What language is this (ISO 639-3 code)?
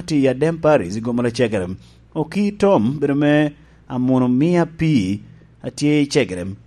laj